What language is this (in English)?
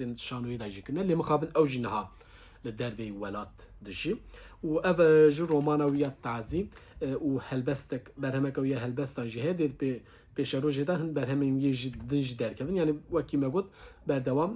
Kurdish